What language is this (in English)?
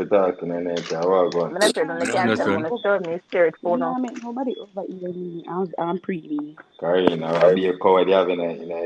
Jamaican Creole English